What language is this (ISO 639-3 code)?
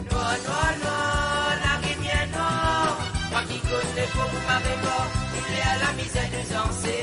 mfe